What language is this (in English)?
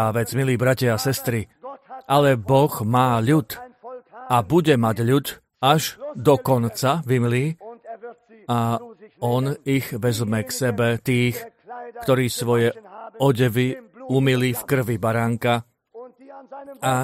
Slovak